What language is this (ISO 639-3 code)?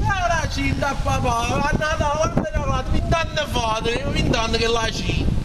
nap